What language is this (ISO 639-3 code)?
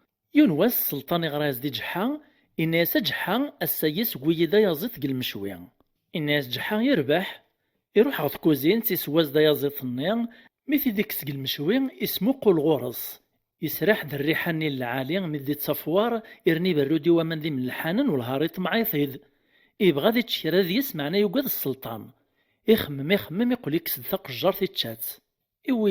kab